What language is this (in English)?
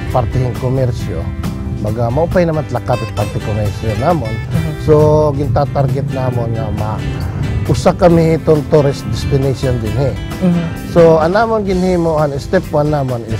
Waray